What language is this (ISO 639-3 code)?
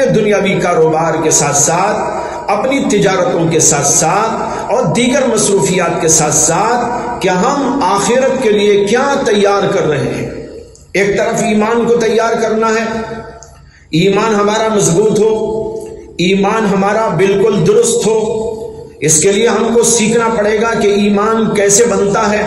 urd